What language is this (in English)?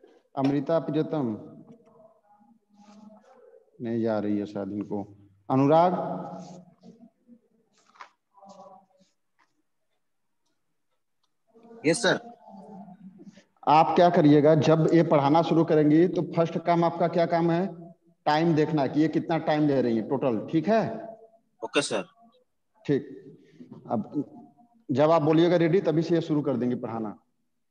Hindi